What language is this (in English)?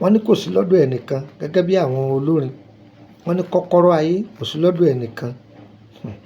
Yoruba